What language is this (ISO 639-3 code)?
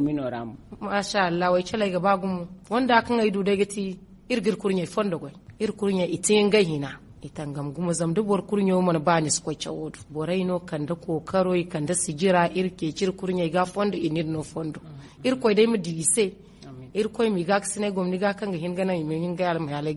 dje